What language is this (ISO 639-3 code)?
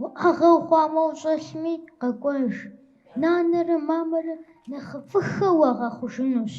kbd